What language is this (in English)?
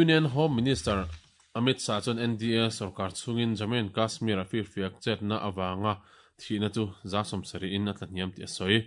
Mizo